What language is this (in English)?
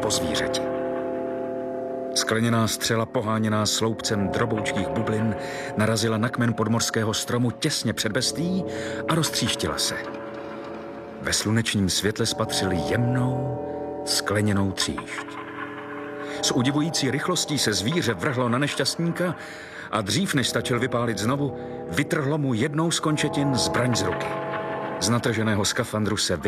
Czech